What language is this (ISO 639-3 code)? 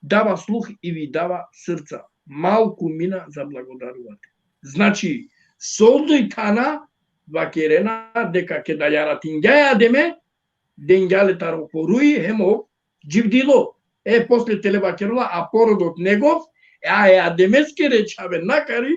rmn